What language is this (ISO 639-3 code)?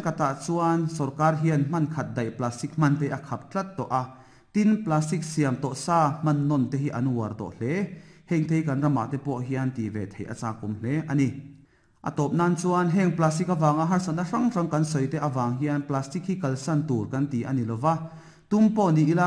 lus